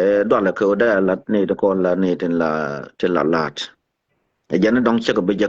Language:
Nuer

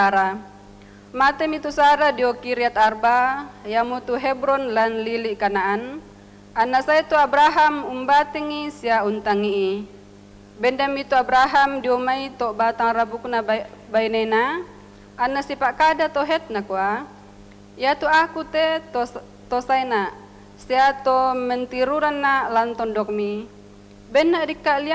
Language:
Toraja-Sa'dan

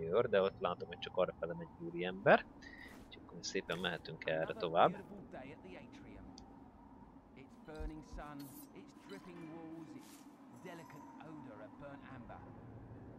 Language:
Hungarian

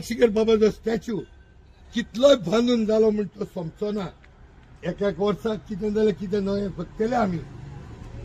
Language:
Konkani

